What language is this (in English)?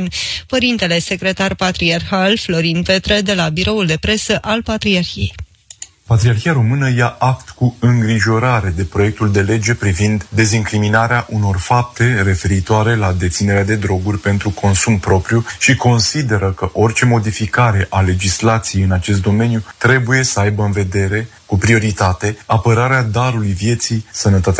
Romanian